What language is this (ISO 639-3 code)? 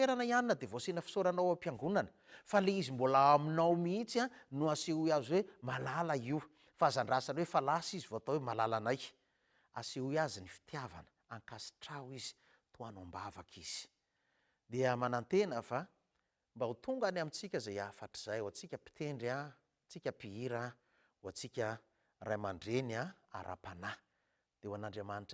mlg